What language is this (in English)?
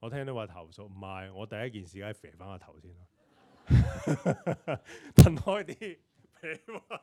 Cantonese